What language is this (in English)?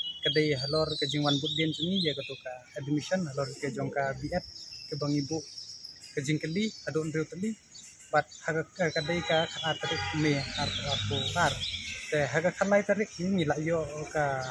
Khasi